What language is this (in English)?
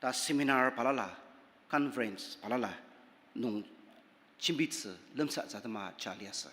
Ao Naga